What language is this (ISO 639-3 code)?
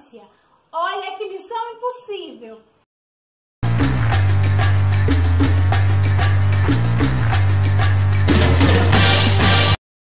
por